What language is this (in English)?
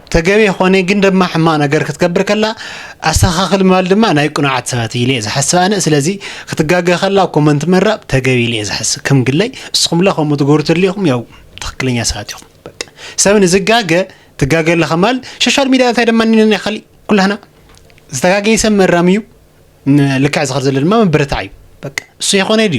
Tigrinya